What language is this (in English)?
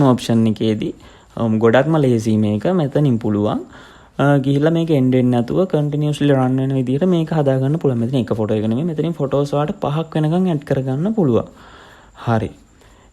Sinhala